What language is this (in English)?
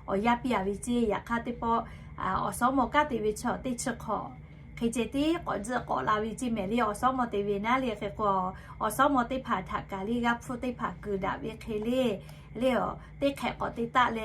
Lahu